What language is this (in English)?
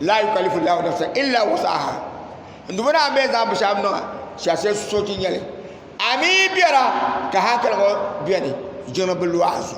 Dagbani